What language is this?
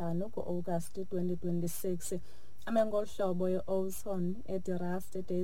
Xhosa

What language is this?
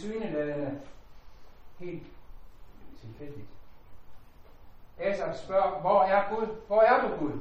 Danish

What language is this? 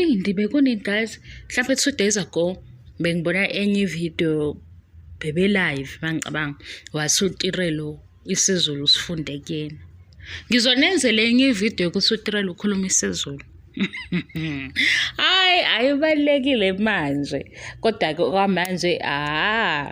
Zulu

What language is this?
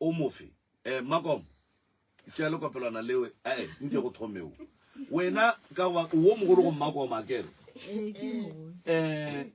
Northern Sotho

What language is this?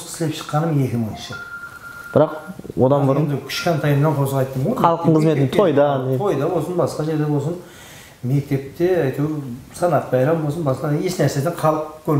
Kara-Kalpak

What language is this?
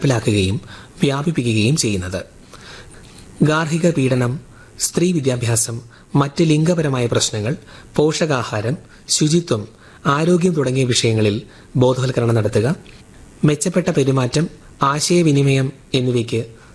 Malayalam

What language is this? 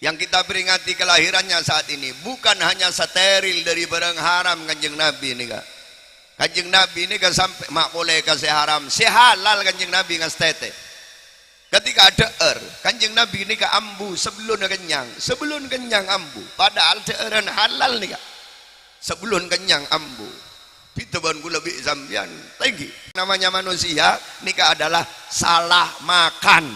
Madurese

